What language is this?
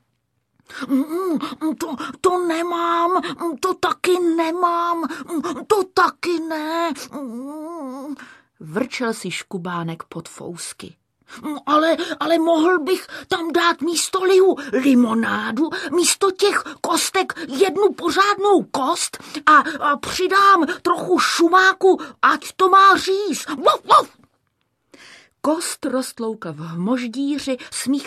Czech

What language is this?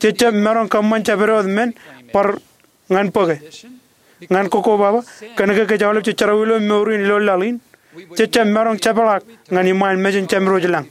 Marshallese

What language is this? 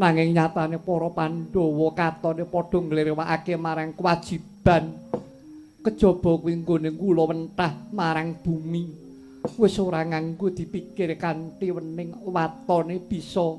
Javanese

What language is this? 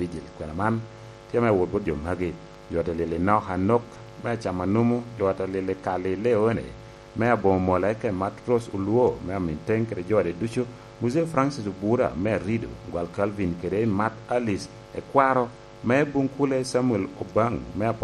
Lango (Uganda)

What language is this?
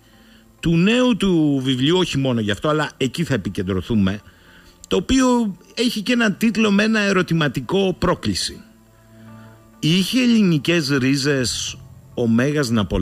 Greek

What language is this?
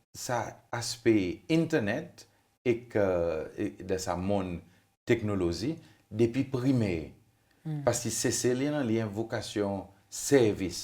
Seselwa Creole French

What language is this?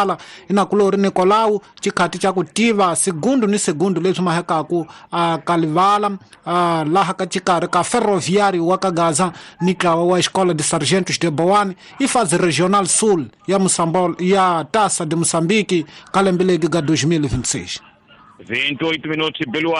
Tsonga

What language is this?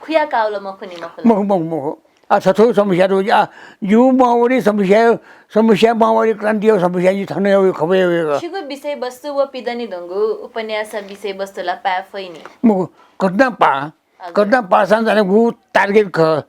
Newari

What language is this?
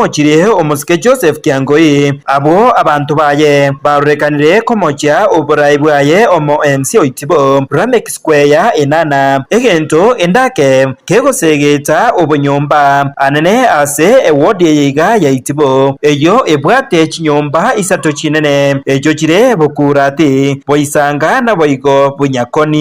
Gusii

